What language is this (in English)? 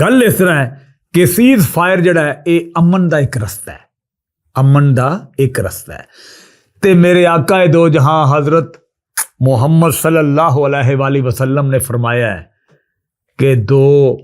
Western Panjabi